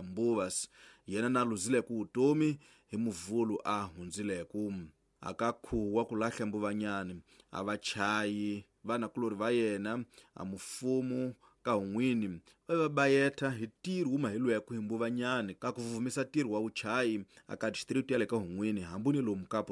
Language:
Tsonga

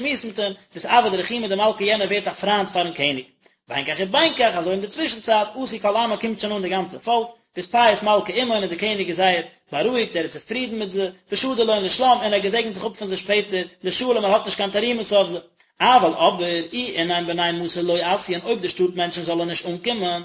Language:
Yiddish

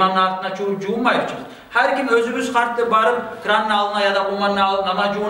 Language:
Kumyk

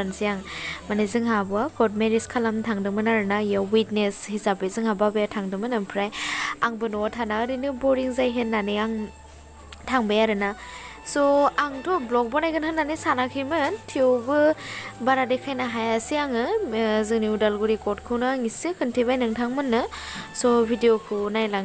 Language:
Bodo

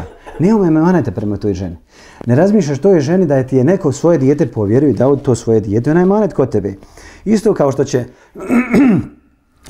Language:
Bosnian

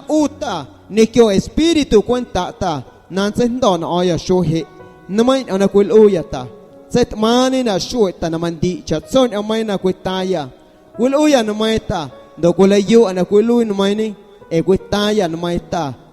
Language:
Guerrero Amuzgo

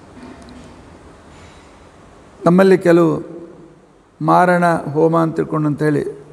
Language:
Kannada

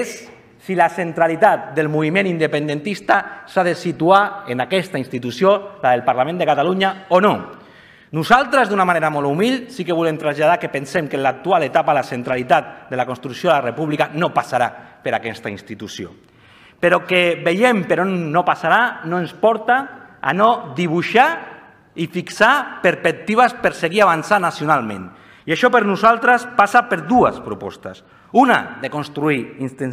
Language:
Catalan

